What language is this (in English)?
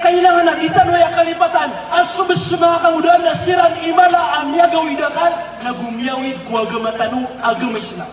Maranao